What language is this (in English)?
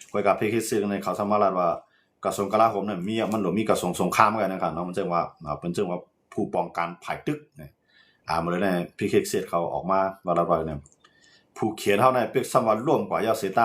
Shan